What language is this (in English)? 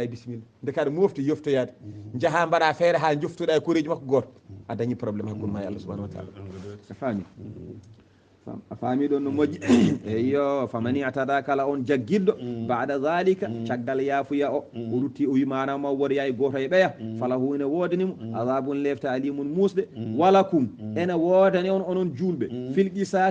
Fula